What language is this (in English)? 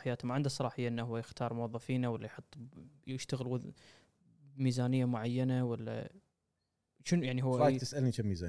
Gulf Arabic